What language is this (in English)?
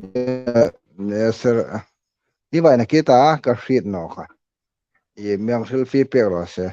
Hmar